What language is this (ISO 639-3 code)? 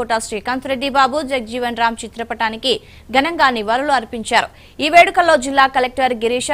tel